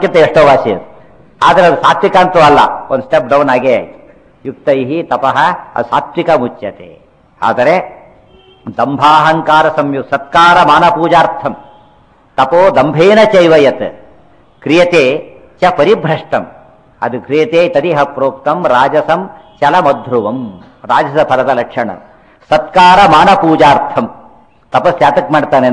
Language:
Kannada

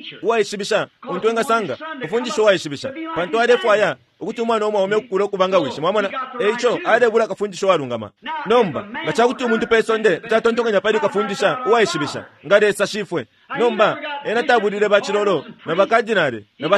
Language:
Bemba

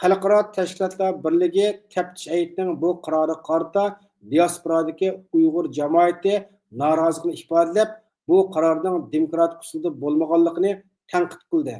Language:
Uyghur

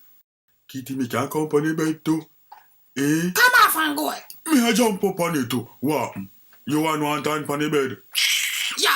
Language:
Jamaican Creole English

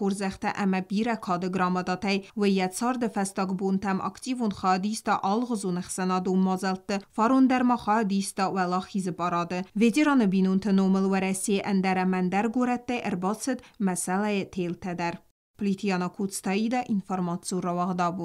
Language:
Ossetic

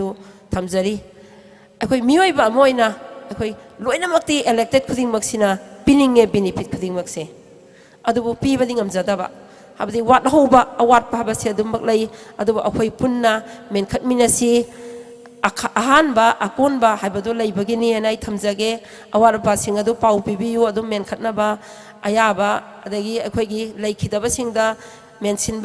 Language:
Manipuri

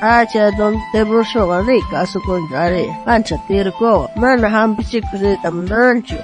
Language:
South Bolivian Quechua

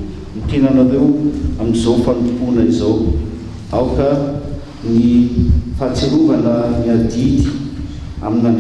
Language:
Malagasy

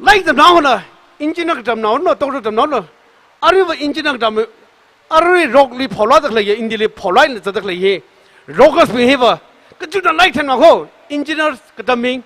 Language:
Tangkhul Naga (India)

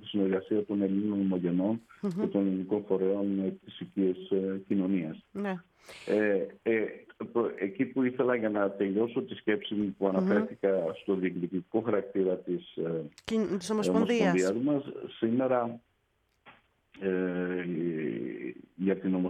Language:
Greek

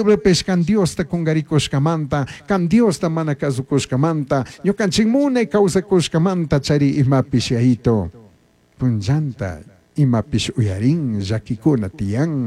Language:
Chimborazo Highland Quichua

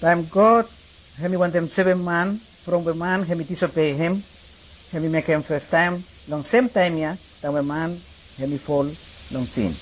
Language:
Bislama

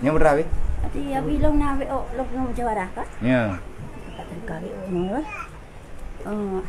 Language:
Achinese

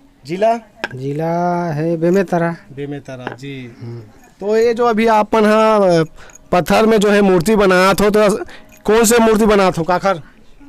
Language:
Chhattisgarhi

